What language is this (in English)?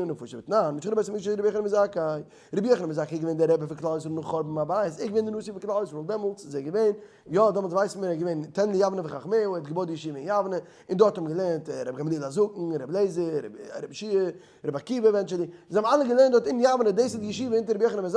Yiddish